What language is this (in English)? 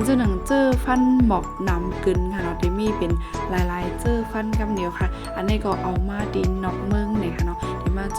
Shan